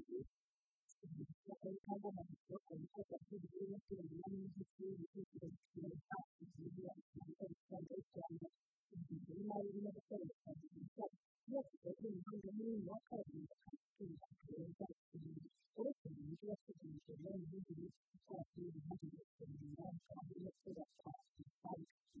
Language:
Kinyarwanda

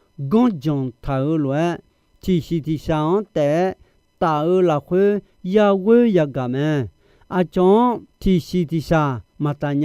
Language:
Akha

